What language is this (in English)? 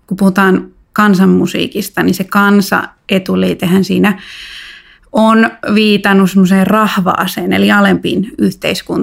Finnish